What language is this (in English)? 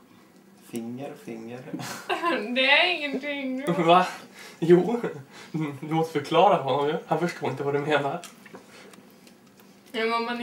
Swedish